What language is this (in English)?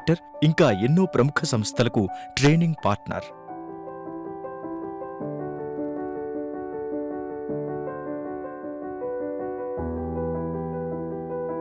Telugu